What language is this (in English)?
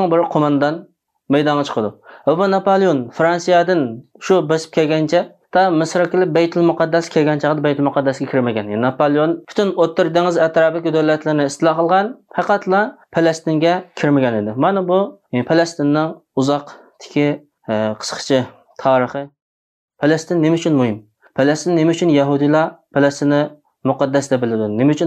Uyghur